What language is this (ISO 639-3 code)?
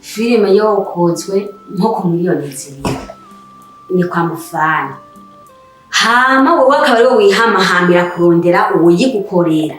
run